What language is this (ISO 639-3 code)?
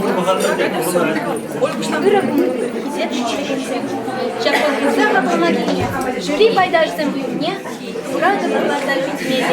chv